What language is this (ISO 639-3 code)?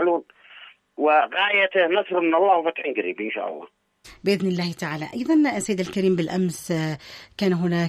ara